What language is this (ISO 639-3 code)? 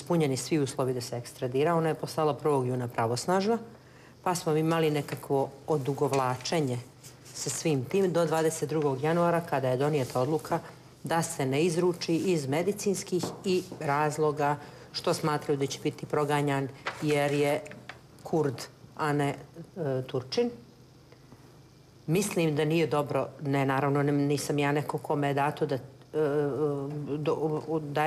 bos